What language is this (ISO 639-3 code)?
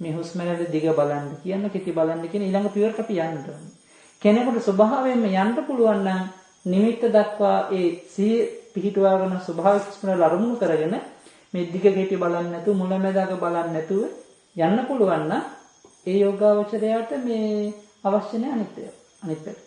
sin